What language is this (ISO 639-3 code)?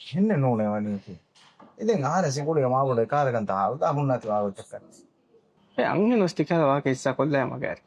div